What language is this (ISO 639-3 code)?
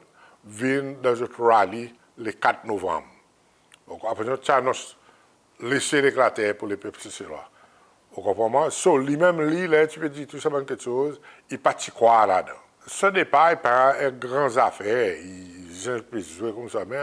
crs